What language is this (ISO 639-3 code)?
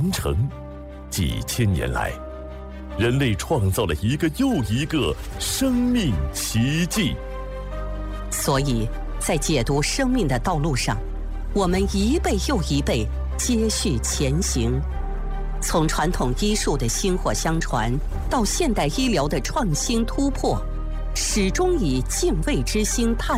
zho